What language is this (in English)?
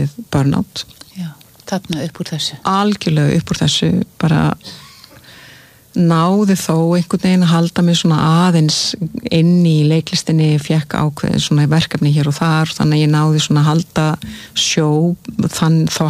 Icelandic